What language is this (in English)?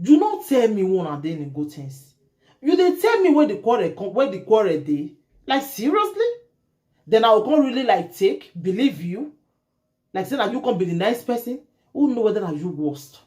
Nigerian Pidgin